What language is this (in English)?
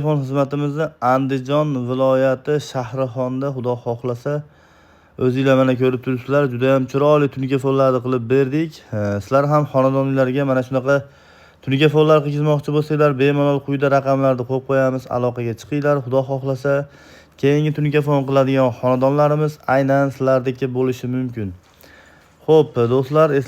Uzbek